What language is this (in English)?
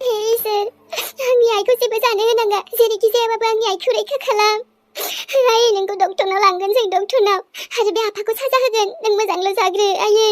Bodo